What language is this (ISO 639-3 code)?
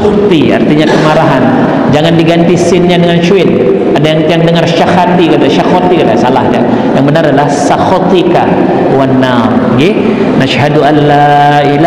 sas